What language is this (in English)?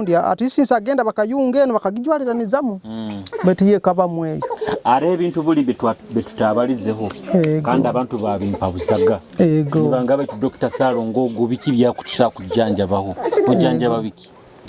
Nyoro